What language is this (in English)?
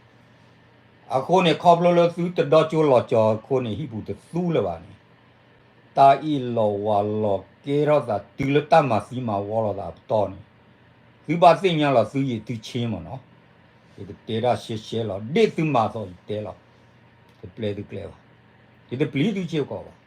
S'gaw Karen